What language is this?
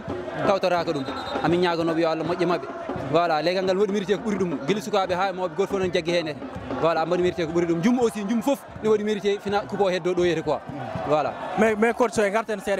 Fula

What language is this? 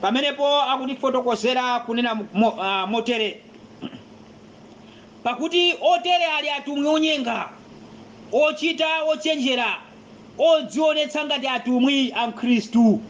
Nyanja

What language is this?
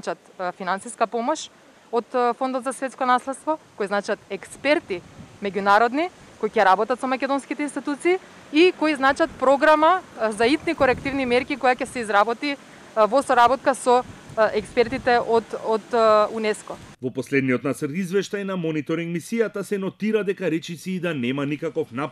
Macedonian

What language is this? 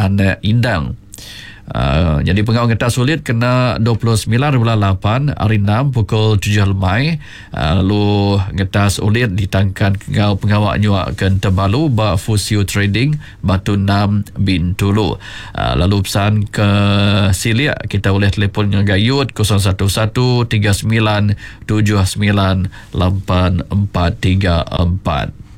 Iban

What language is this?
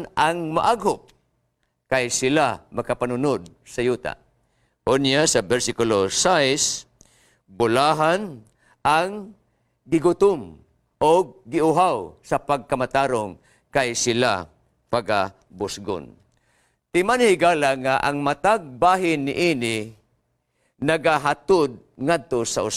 Cebuano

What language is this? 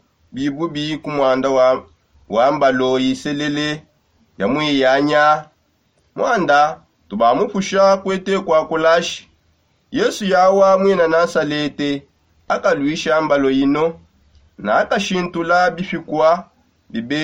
Songe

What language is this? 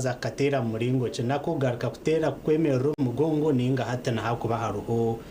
Nyankole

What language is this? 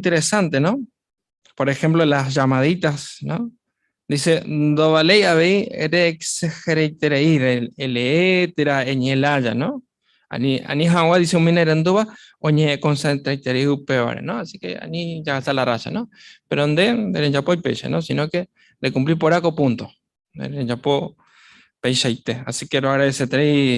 Guarani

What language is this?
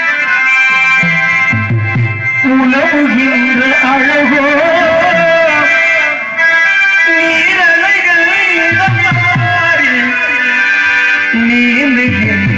Tamil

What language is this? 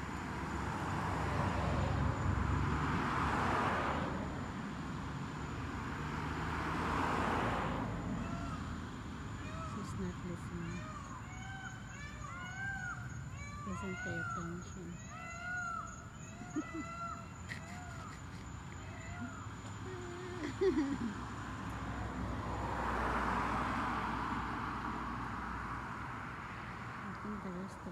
English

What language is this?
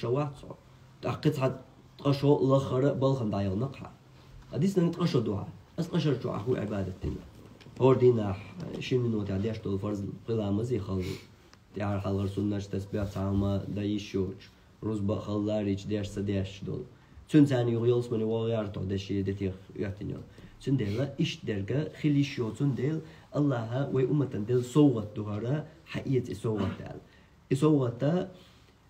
Chechen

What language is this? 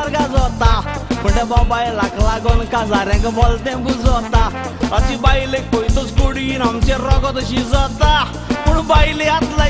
Konkani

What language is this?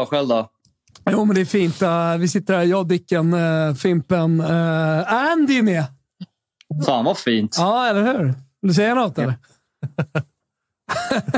Swedish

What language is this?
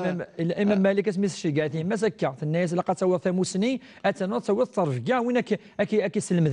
Kabyle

